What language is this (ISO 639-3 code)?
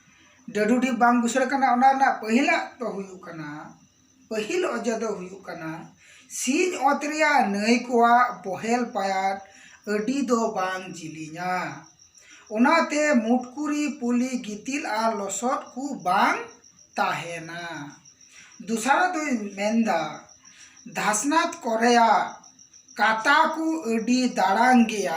sat